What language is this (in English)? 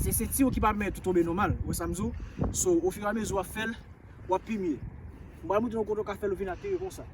Haitian Creole